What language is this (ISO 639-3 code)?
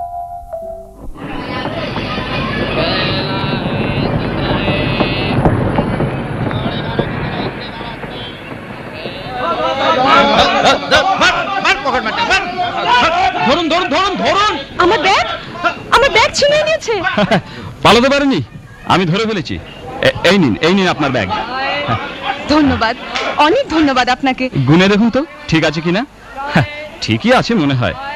ben